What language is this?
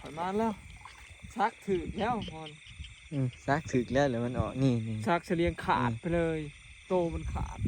Northeastern Thai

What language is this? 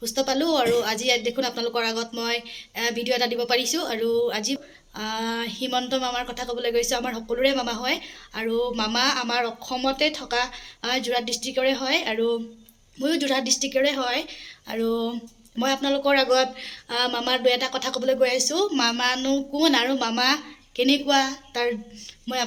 Assamese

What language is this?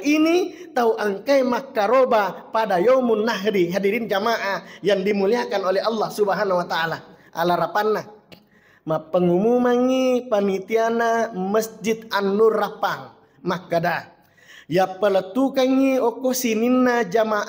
Buginese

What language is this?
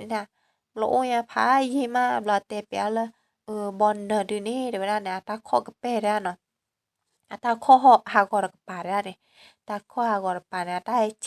S'gaw Karen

